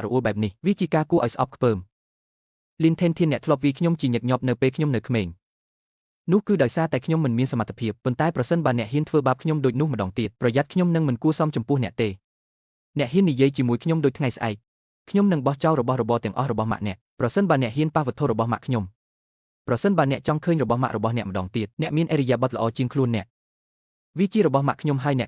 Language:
Khmer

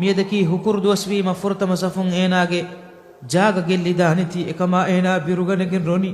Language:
Divehi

